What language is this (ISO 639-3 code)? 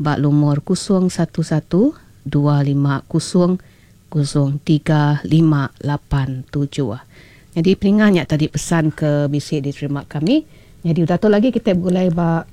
iba